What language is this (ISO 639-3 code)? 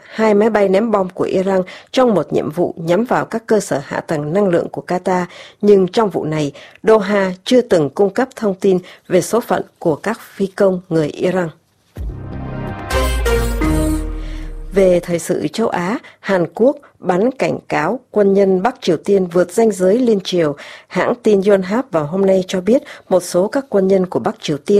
vie